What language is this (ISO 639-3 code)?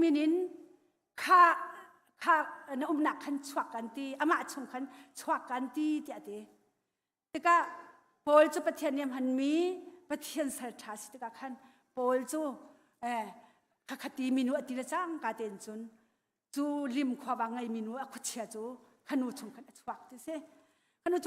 cnh